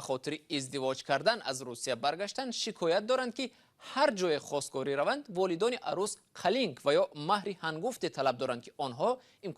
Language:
Tajik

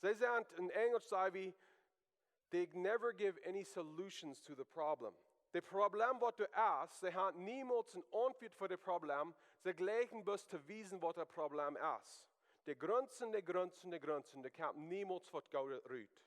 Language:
Plautdietsch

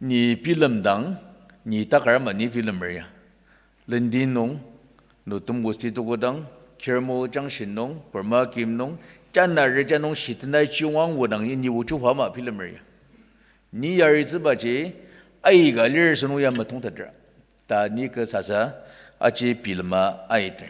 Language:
Ao Naga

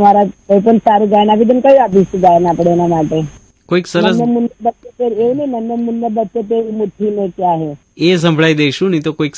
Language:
Gujarati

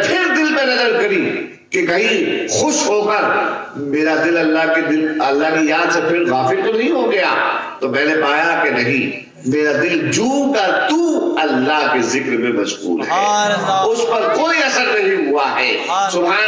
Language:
Urdu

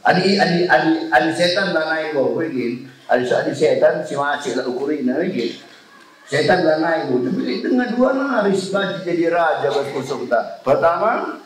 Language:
Batak Karo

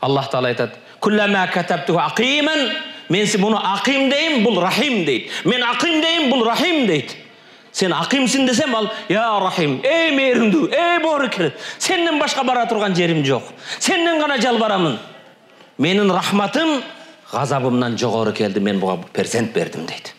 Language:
Kyrgyz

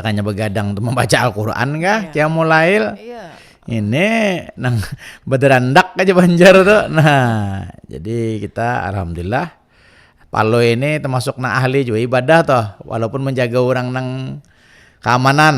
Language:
Banjar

